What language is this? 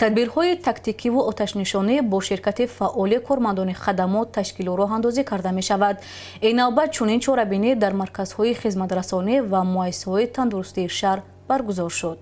Tajik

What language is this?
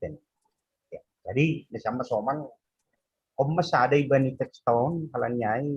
Batak Simalungun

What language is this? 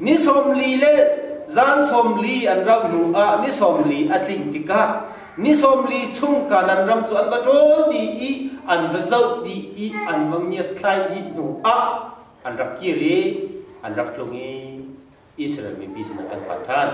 Hakha Chin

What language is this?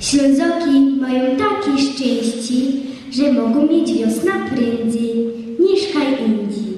Silesian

